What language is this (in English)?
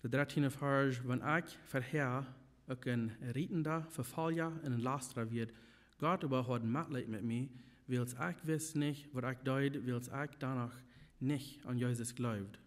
Plautdietsch